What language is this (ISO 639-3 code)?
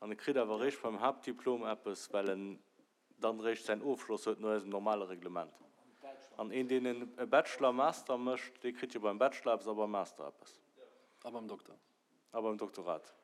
ltz